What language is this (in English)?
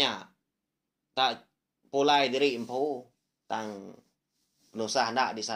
Iban